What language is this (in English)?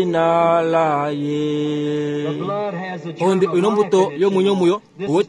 Kuanyama